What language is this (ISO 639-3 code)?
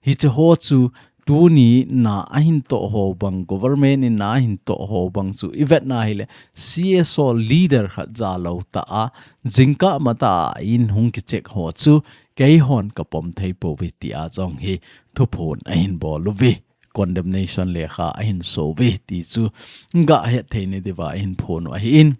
tcz